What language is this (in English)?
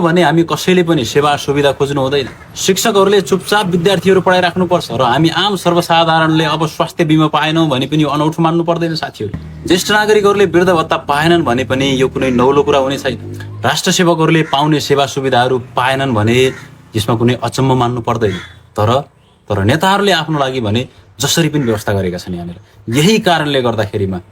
Nepali